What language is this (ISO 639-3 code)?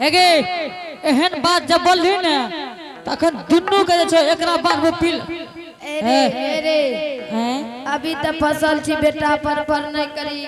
anp